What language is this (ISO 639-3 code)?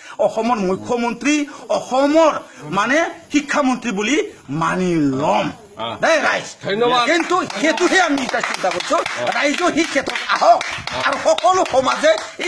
asm